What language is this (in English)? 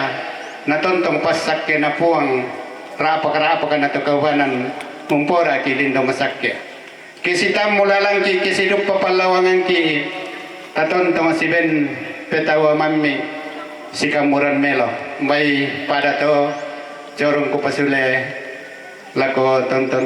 Toraja-Sa'dan